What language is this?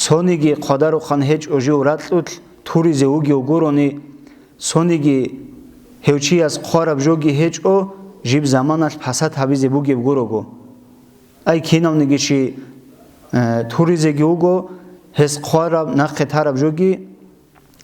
Avaric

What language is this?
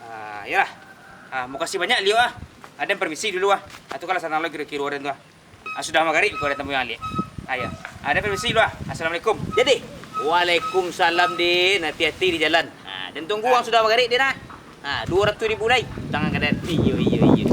Minangkabau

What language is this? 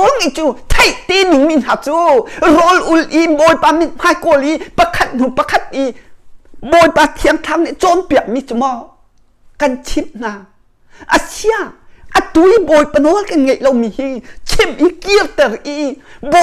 Hakha Chin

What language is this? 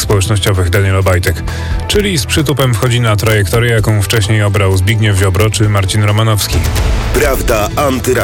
Polish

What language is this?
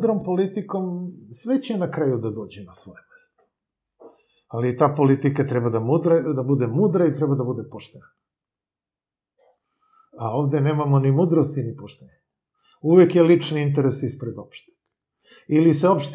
Serbian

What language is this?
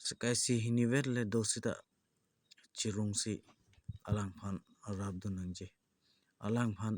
Karbi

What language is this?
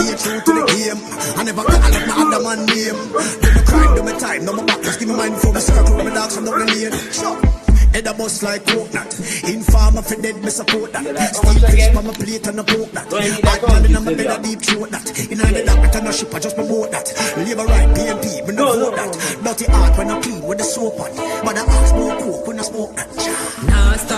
Jamaican Creole English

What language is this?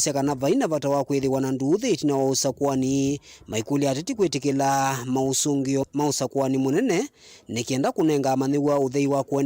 Kamba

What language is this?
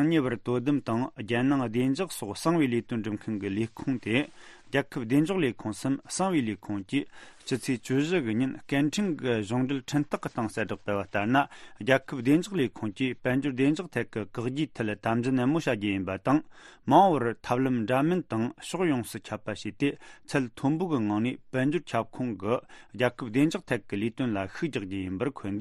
Tibetan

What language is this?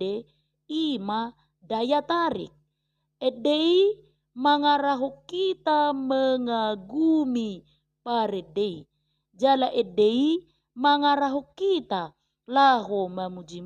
Batak Toba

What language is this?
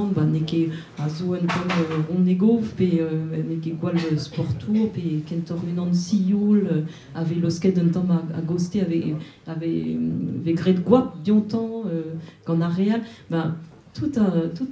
Breton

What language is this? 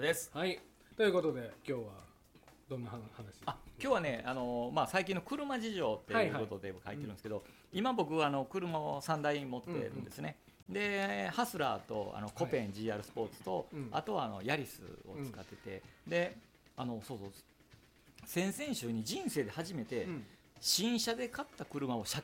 Japanese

